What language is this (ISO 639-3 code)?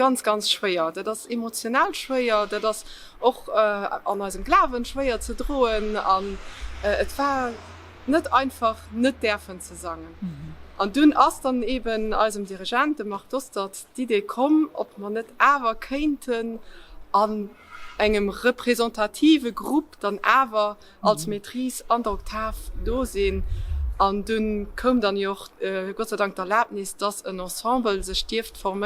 ltz